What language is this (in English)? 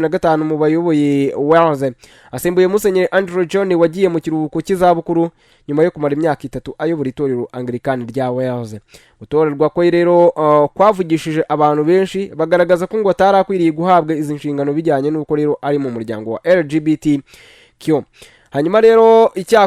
Kinyarwanda